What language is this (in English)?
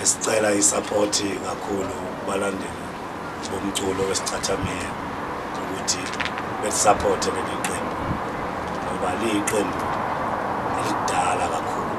Zulu